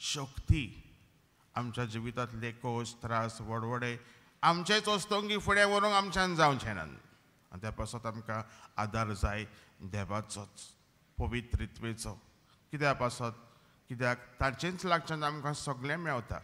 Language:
Konkani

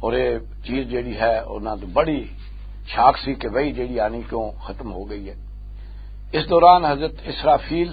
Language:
Western Panjabi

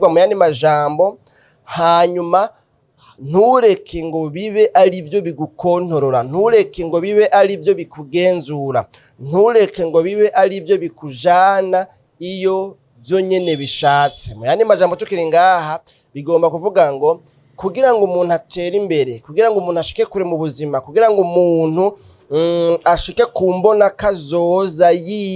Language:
Rundi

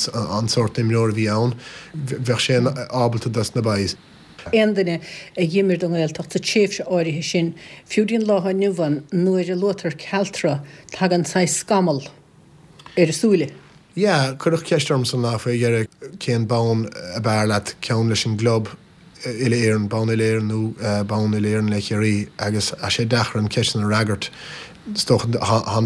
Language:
Irish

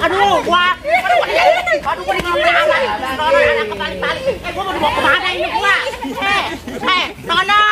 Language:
Betawi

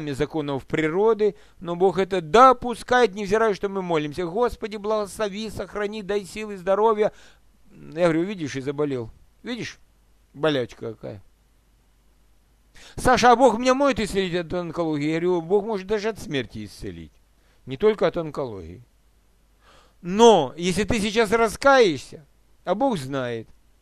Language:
Russian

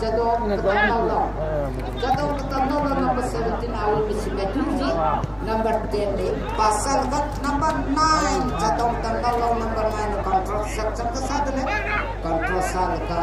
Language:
Tangkhul Naga (India)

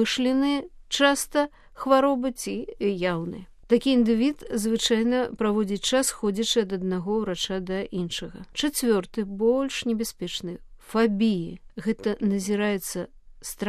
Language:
Belarusian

